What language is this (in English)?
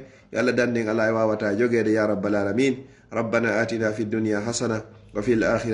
Pular